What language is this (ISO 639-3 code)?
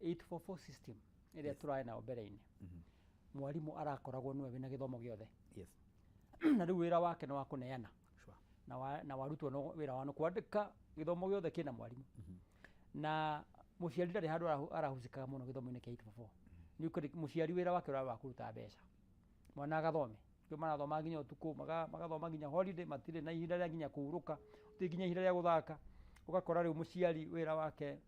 kik